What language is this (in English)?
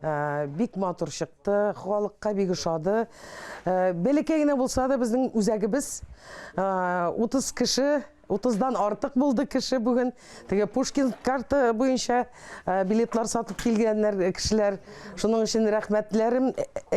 Tatar